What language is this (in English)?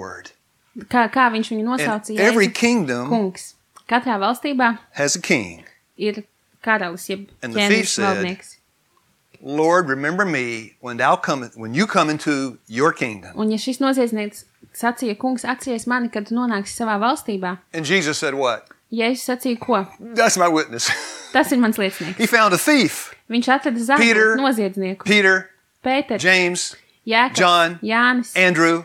Latvian